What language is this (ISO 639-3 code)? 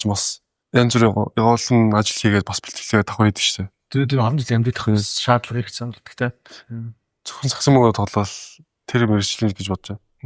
mon